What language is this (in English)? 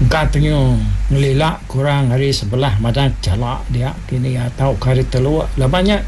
Iban